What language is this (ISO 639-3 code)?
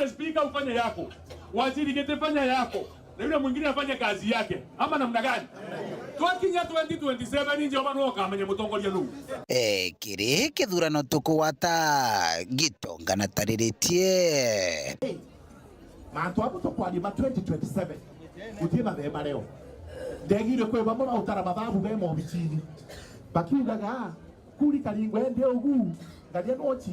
mer